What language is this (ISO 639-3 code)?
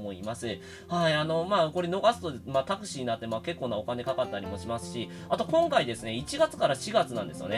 jpn